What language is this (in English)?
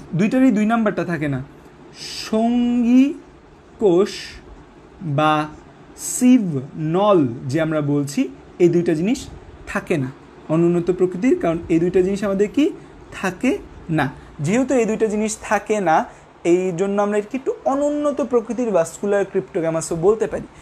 Bangla